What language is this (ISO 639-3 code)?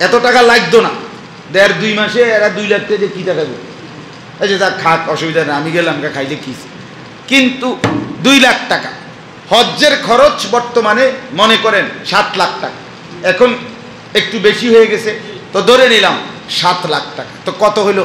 syl